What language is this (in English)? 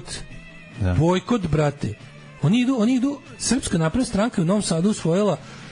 Serbian